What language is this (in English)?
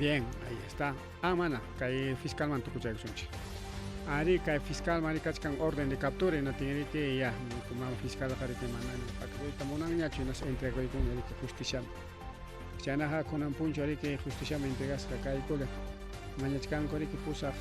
Ayacucho Quechua